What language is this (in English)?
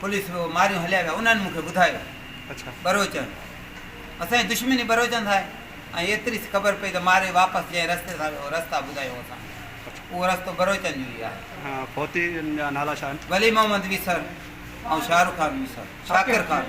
Sindhi